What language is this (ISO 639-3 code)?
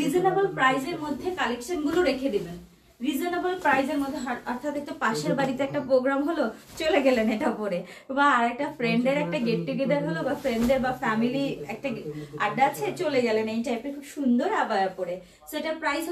ben